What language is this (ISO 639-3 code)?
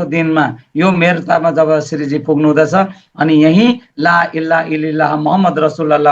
nep